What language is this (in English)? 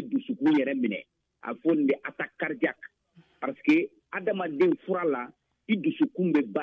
Bambara